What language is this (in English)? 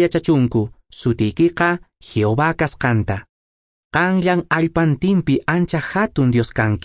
Quechua